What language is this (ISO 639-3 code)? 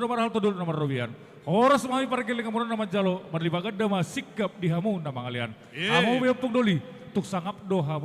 bbc